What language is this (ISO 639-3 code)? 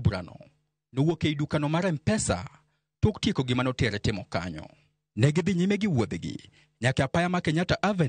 luo